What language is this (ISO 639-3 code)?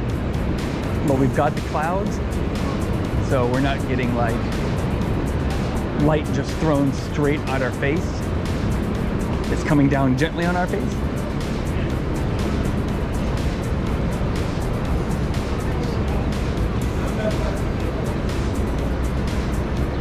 eng